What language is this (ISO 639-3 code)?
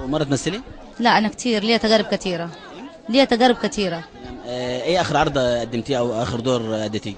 arz